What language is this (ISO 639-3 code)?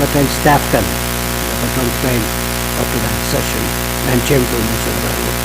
pon